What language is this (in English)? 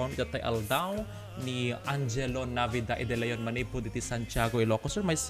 Iloko